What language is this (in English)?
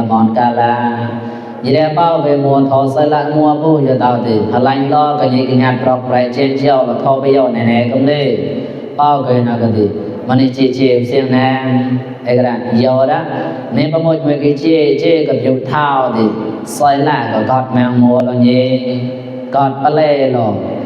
Mon